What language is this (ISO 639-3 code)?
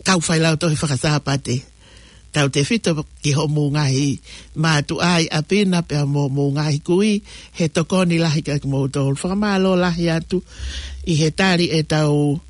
ton